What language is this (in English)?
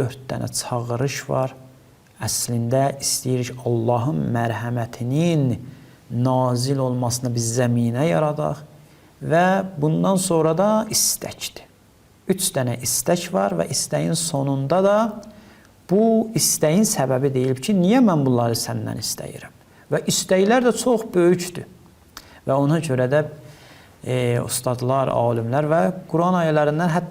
Azerbaijani